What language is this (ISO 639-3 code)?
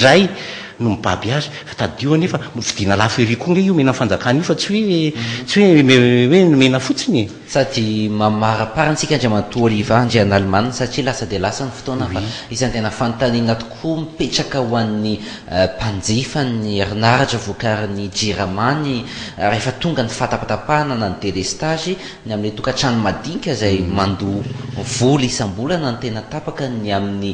mlg